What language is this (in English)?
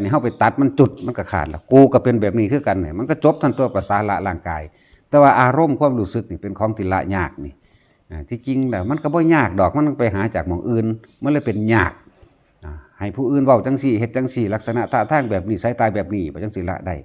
Northeastern Thai